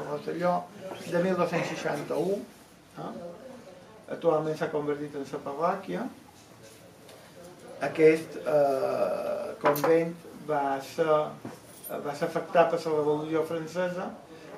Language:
Catalan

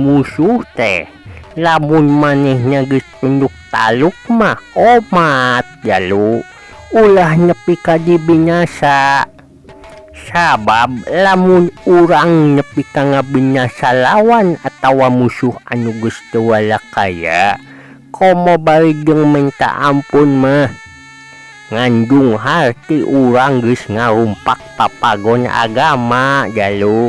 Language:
Sundanese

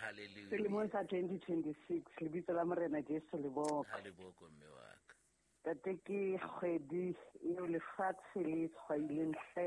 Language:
Southern Sotho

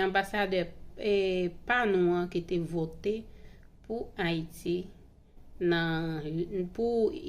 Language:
Haitian Creole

